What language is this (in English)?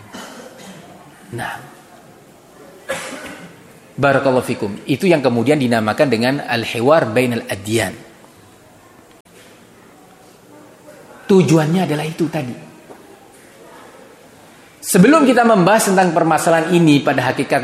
Indonesian